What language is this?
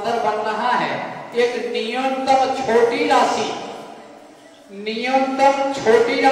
Hindi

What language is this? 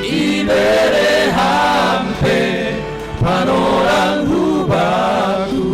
Batak Simalungun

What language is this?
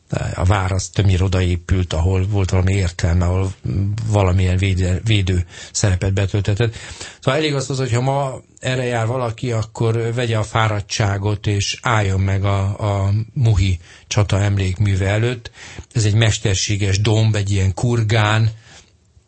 Hungarian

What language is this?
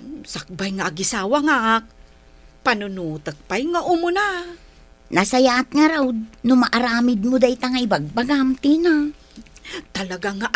Iloko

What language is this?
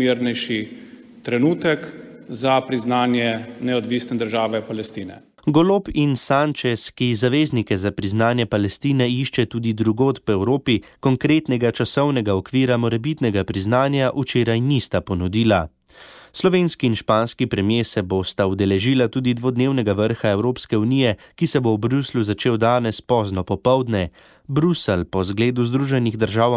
Slovenian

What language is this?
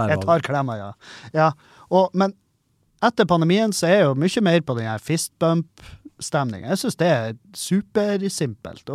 Norwegian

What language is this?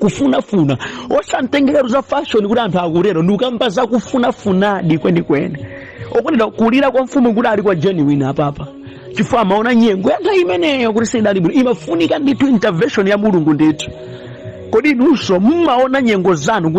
Nyanja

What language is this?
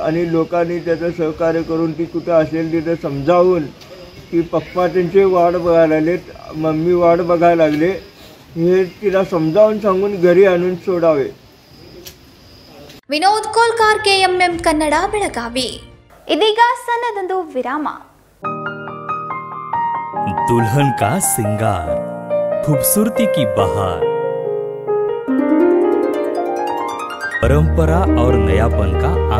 Kannada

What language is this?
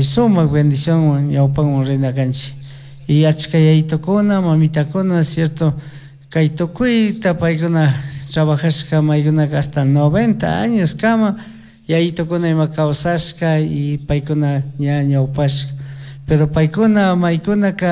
Chimborazo Highland Quichua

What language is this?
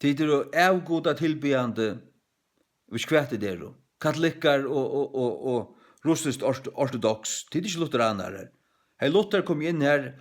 Faroese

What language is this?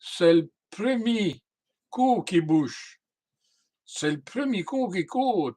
Walloon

